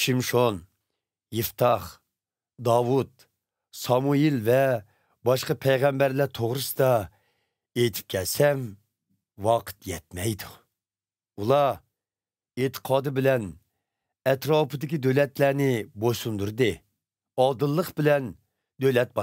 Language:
Uyghur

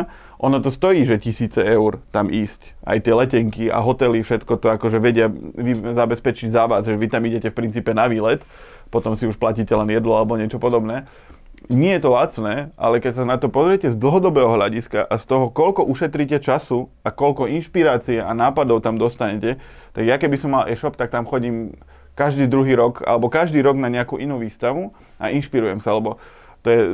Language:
Slovak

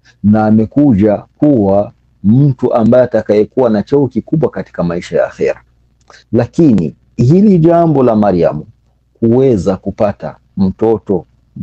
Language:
Swahili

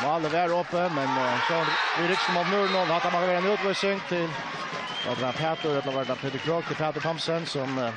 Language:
Faroese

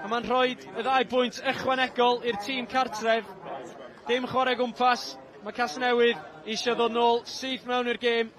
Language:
Welsh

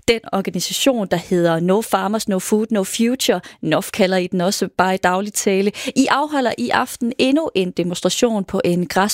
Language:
Danish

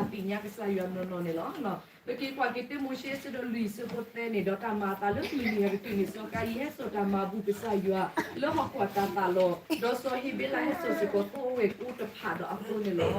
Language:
S'gaw Karen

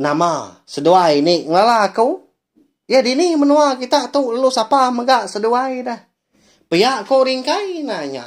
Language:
Iban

